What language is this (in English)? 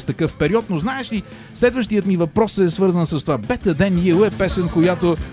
Bulgarian